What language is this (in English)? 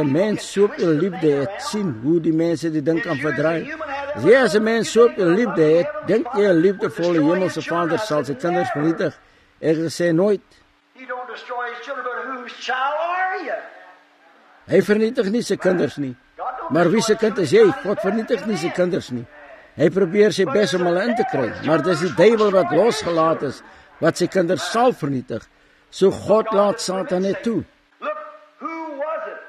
Afrikaans